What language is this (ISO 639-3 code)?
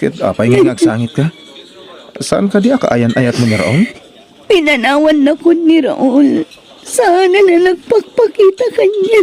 ilo